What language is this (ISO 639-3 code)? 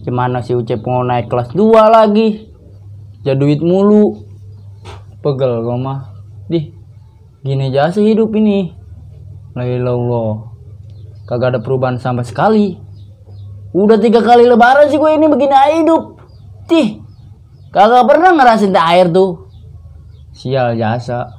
bew